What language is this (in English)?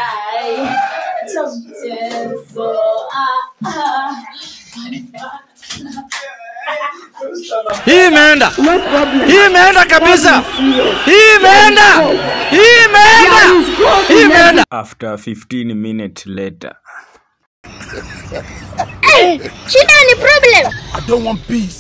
Swahili